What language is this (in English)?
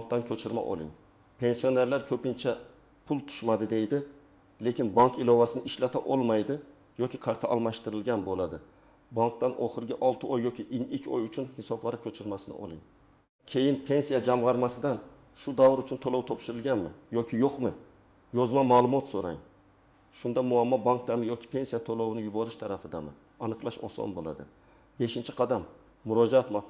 Uzbek